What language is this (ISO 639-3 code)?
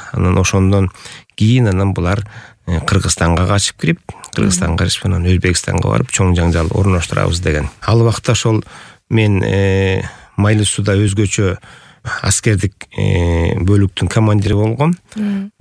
kir